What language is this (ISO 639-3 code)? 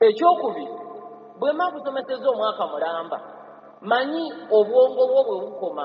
lug